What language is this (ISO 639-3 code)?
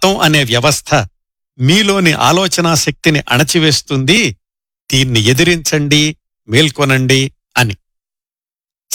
tel